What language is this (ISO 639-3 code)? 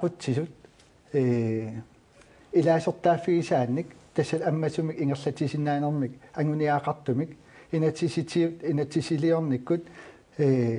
kal